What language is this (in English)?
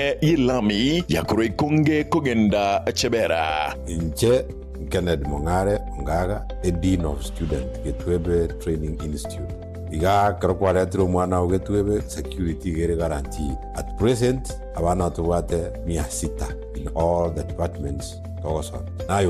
Gusii